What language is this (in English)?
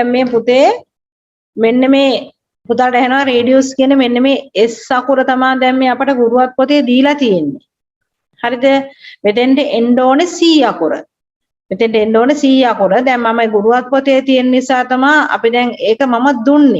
Sinhala